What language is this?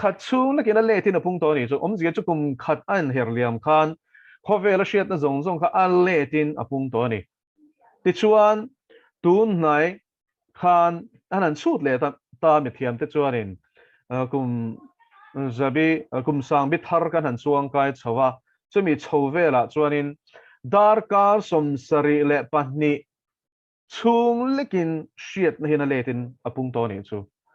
Mizo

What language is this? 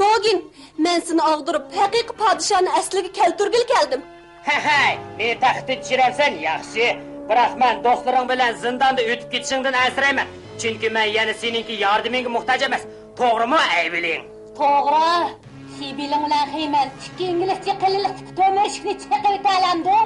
Uyghur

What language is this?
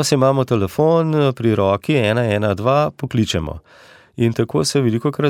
Slovenian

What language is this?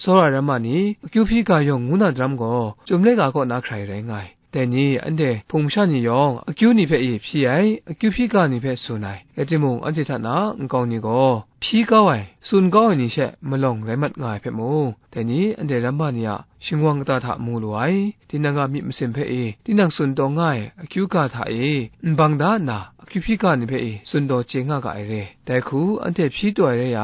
Kachin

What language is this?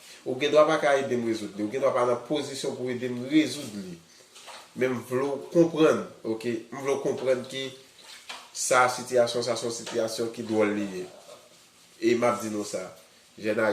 Haitian Creole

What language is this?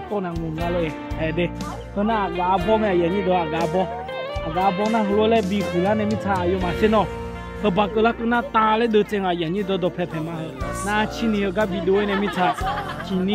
Akha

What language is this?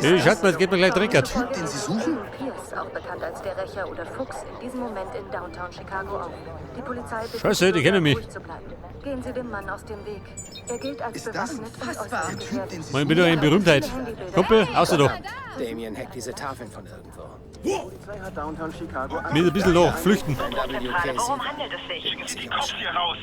Bavarian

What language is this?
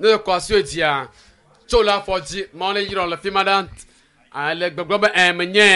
Ewe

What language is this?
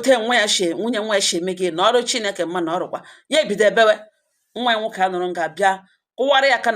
Igbo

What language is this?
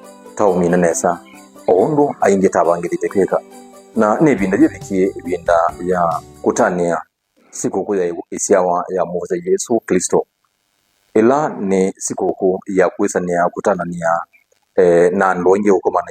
Kamba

